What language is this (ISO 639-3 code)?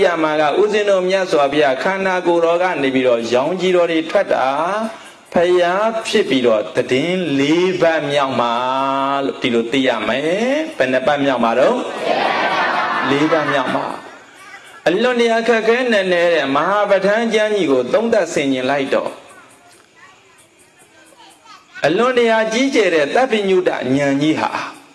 mya